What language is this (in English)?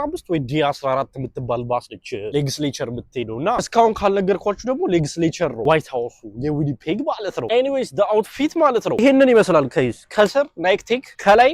Amharic